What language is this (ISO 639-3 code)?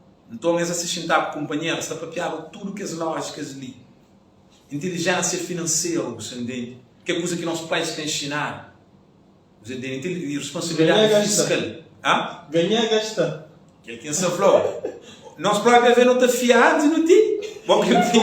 kea